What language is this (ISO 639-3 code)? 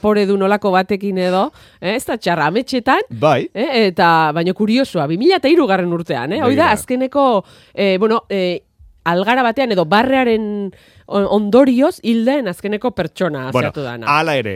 eus